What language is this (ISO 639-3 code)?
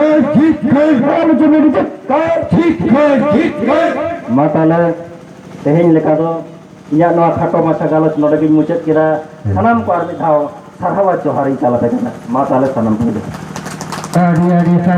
sat